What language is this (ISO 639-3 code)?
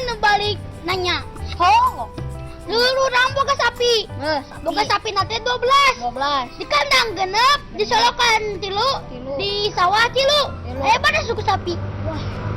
sun